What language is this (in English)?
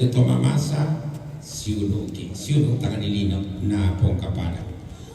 Toraja-Sa'dan